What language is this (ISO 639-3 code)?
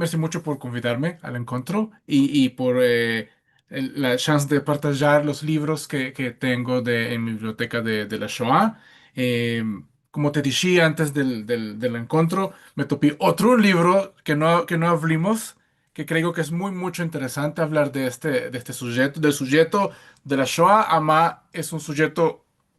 lad